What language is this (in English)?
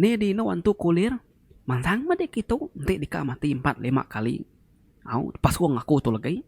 Iban